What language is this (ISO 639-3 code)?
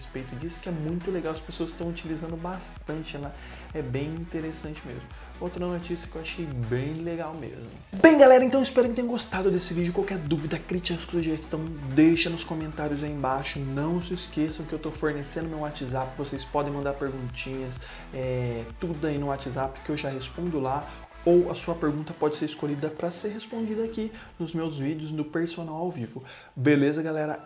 por